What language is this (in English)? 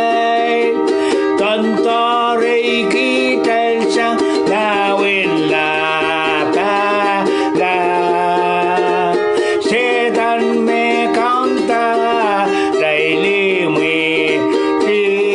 Pohnpeian